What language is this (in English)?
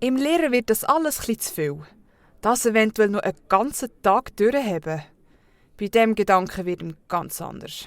Swiss German